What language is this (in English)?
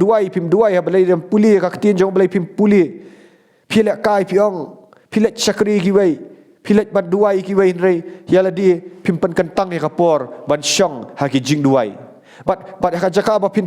Khasi